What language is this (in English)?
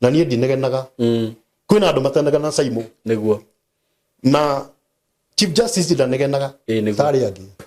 Kikuyu